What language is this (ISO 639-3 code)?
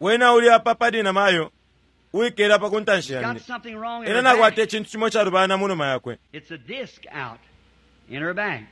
bem